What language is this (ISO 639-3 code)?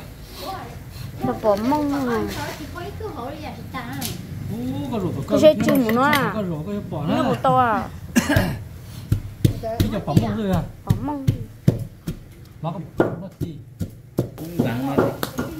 vie